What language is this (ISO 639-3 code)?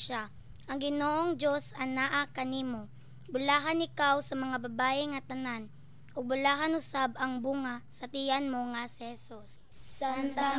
ceb